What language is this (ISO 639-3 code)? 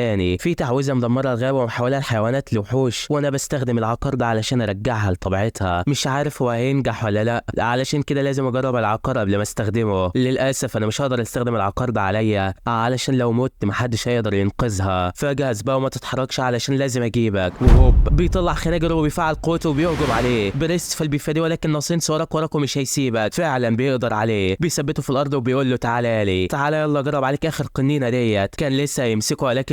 arz